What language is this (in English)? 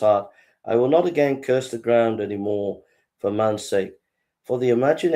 English